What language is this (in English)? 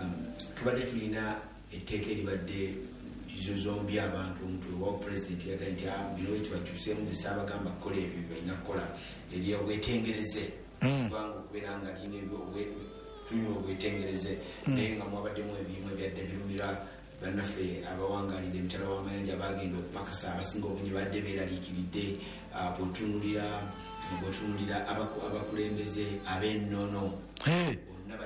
Ganda